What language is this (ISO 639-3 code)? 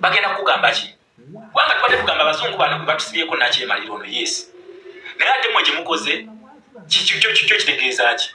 lug